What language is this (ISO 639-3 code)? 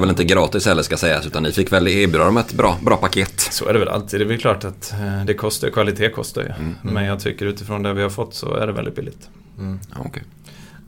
swe